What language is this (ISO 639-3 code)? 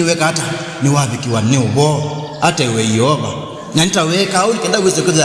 kam